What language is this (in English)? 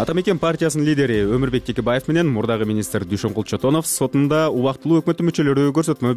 Kyrgyz